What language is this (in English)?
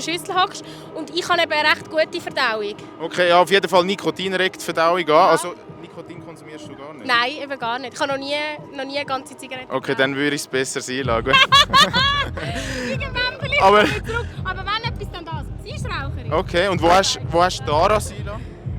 Swiss German